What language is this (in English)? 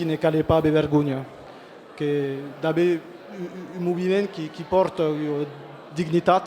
Occitan